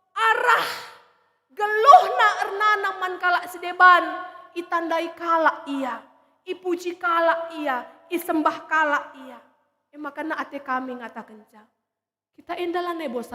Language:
Batak Karo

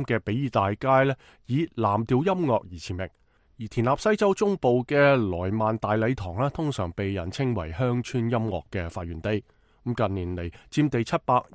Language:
Cantonese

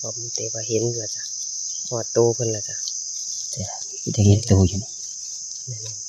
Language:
Northeastern Thai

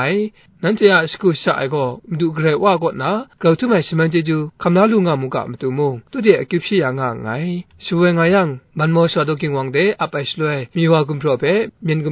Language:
Kachin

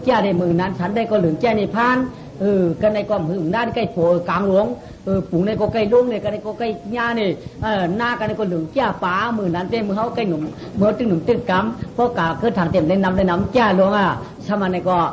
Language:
Shan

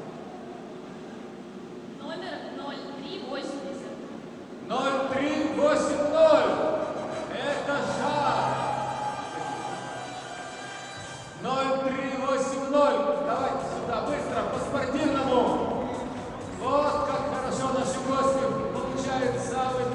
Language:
Russian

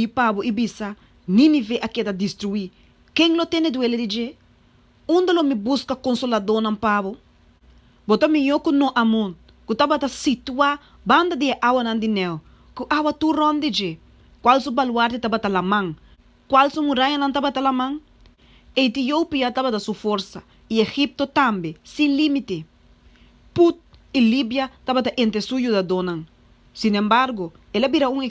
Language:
Papiamento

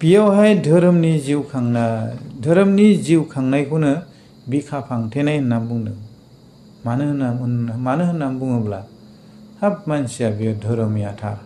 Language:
Bodo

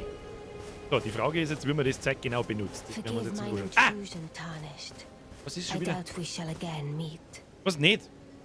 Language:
Bavarian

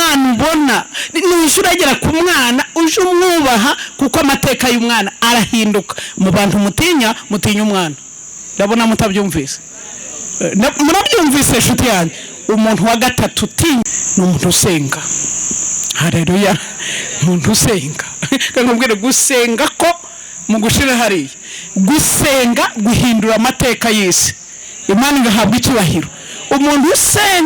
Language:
Kinyarwanda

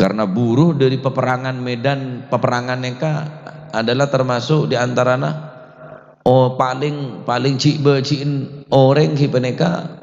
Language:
Madurese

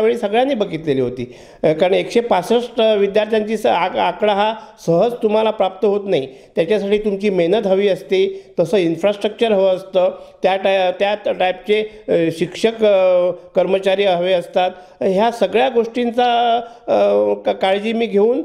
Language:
Marathi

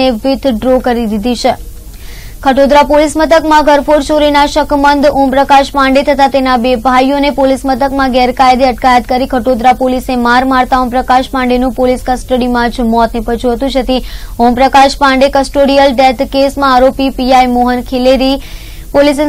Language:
Gujarati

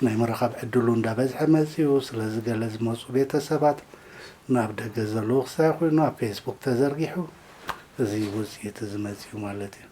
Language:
Tigrinya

